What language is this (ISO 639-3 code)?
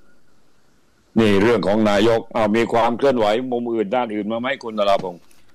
tha